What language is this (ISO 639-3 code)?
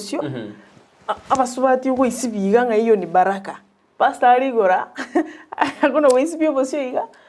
guz